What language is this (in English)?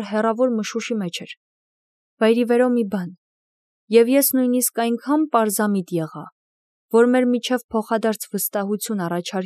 Armenian